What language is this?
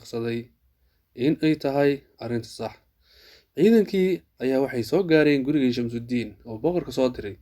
Somali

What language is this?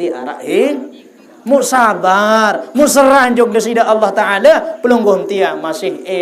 Sasak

